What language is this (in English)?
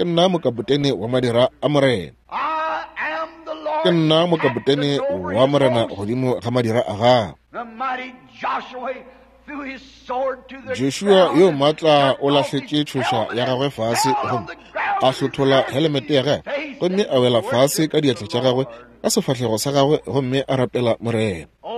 Northern Sotho